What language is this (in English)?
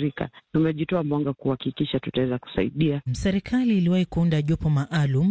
Swahili